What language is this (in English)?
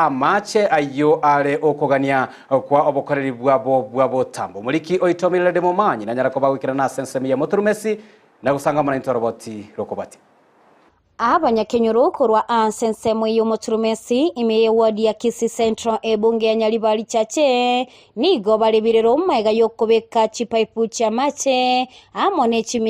Gusii